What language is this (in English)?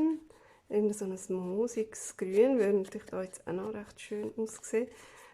Swiss German